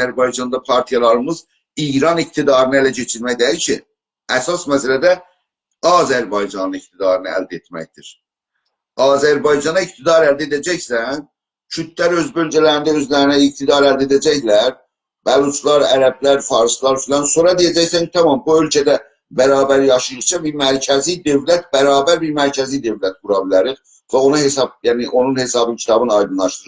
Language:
South Azerbaijani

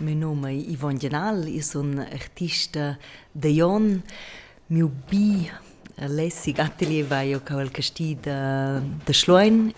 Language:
Romansh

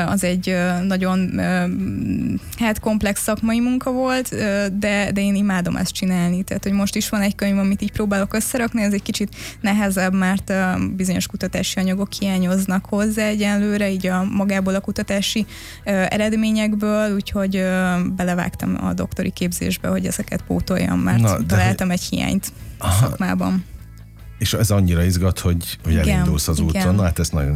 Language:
Hungarian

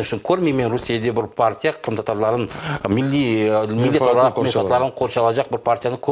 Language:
Crimean Tatar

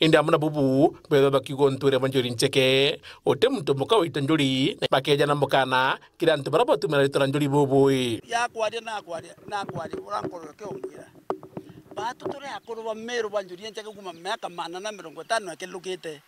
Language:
Meru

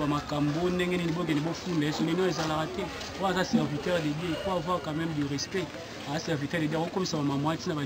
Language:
Lingala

